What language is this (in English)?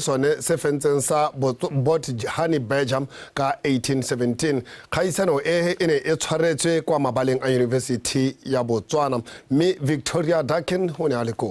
Tswana